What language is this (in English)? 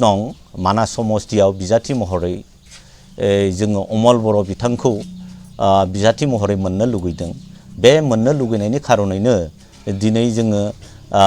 Bodo